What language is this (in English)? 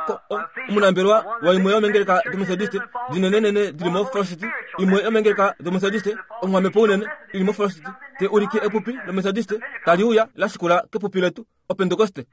Kuanyama